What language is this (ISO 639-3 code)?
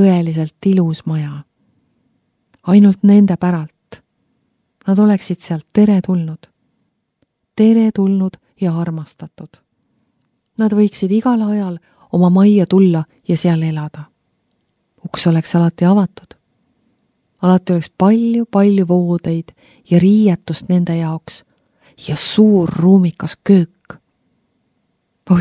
est